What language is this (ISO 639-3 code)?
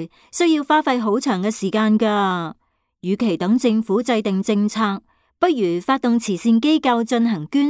yue